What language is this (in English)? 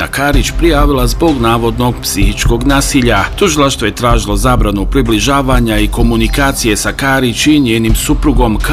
Bosnian